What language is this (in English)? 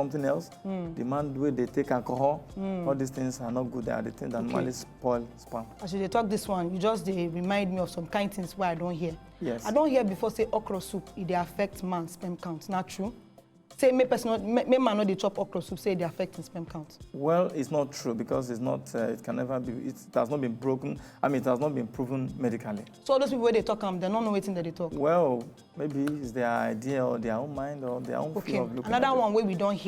Nigerian Pidgin